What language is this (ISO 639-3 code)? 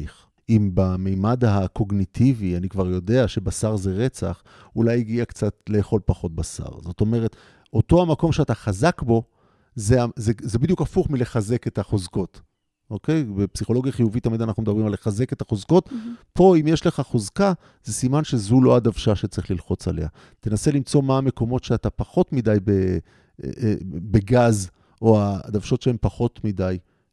heb